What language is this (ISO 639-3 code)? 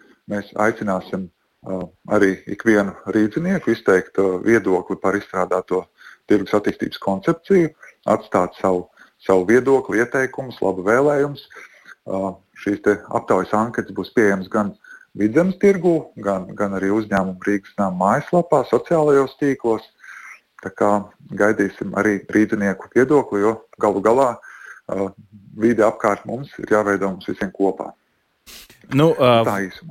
lav